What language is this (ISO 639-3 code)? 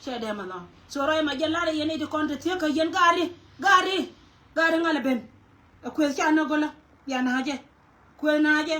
nus